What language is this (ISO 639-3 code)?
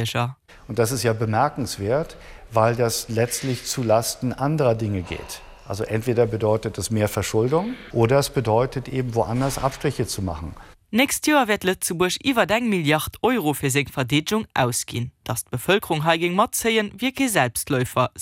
ltz